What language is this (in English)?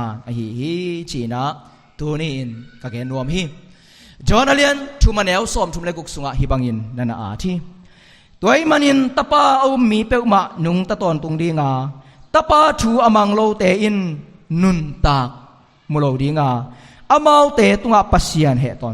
Tedim Chin